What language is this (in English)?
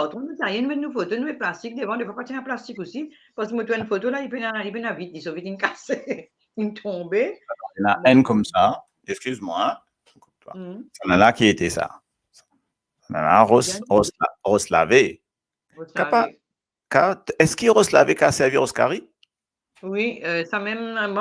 Morisyen